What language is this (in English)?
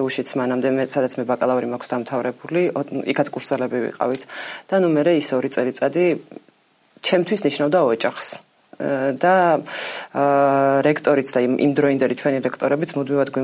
Georgian